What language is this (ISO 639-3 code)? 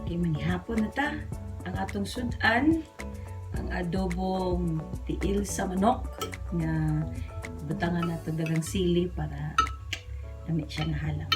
ceb